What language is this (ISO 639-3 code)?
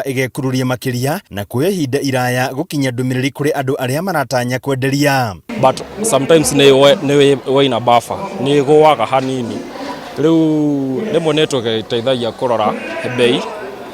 kik